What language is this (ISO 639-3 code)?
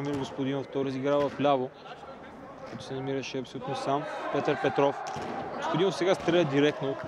bul